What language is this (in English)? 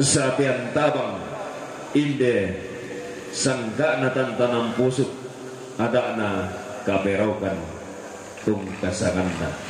Toraja-Sa'dan